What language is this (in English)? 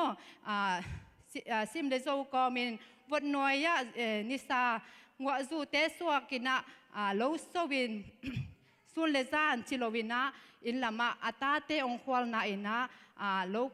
Tedim Chin